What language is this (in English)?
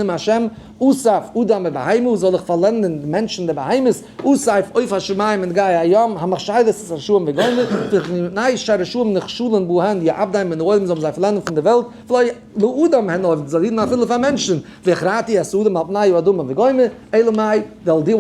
Yiddish